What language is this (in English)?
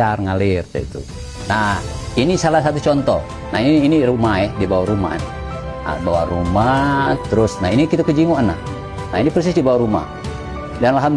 Musi